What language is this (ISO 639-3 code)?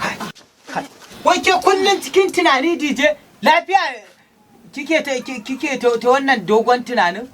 hau